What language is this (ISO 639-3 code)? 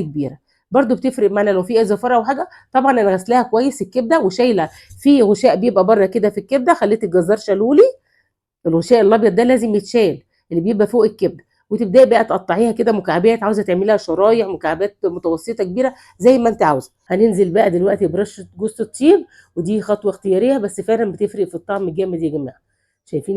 arz